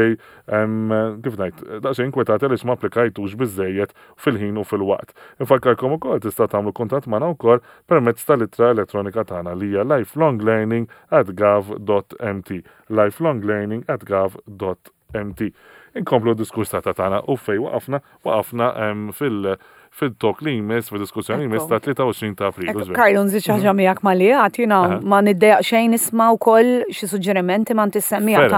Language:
Maltese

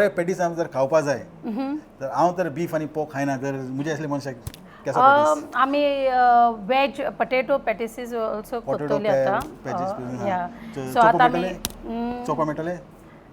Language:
Konkani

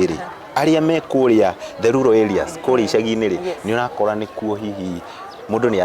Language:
Kikuyu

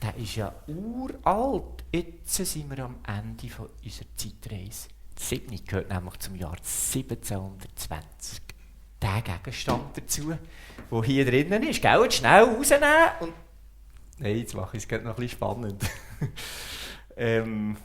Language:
Swiss German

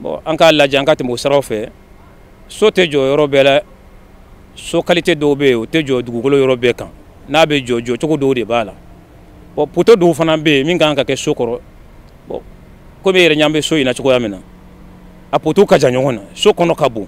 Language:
Bambara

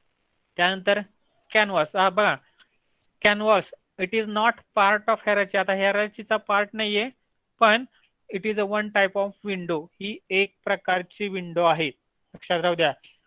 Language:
Marathi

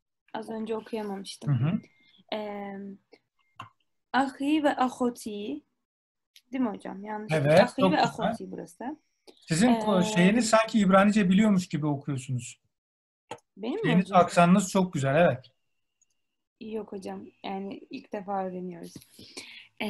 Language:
Turkish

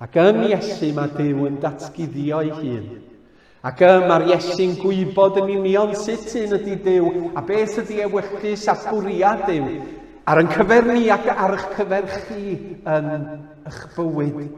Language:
Welsh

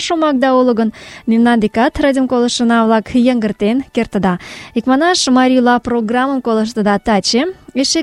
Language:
Mari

